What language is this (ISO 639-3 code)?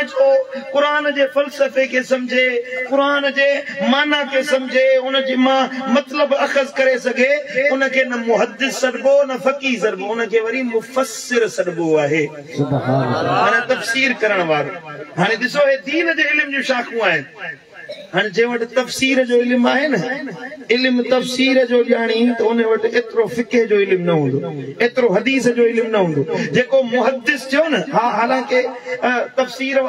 snd